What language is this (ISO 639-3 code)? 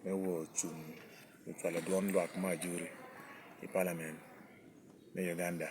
laj